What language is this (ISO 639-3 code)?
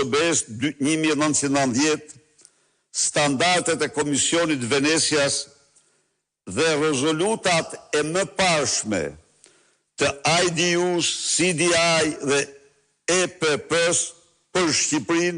sqi